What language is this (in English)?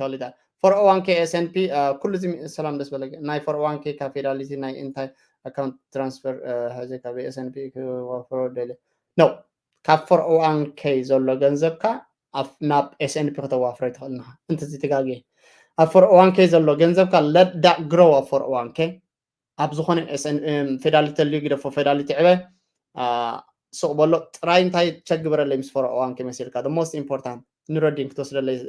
Tigrinya